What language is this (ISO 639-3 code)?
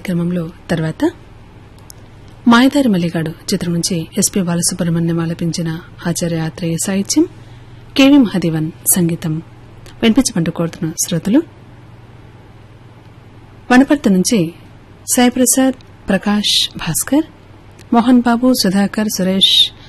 tel